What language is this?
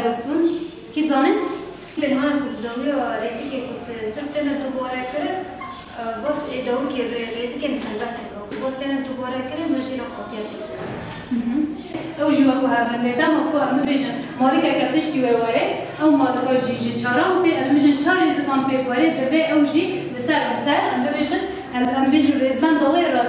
Kurdish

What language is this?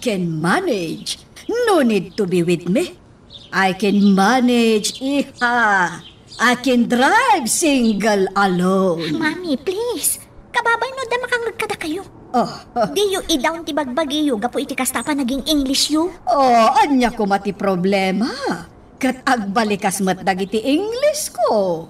Iloko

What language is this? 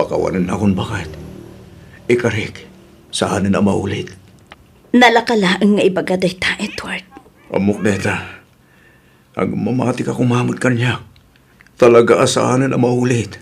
Iloko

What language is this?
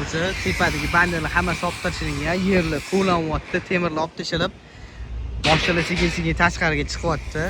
Uzbek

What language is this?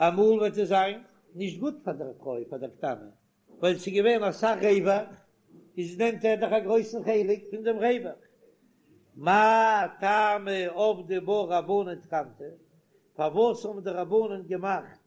Yiddish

